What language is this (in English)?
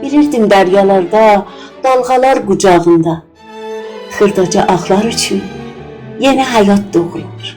South Azerbaijani